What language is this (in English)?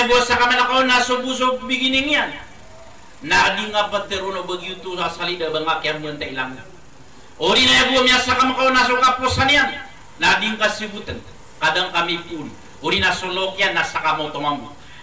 Maranao